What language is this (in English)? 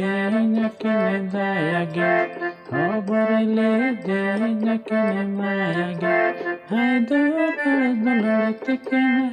Santali